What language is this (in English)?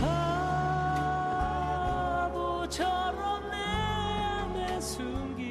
Hmong